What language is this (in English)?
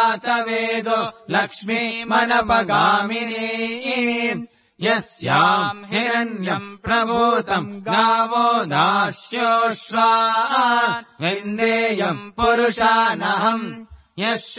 Sanskrit